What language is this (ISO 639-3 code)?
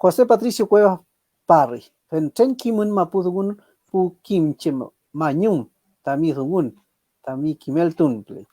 arn